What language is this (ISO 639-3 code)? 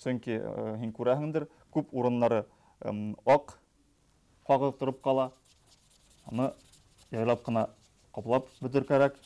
bak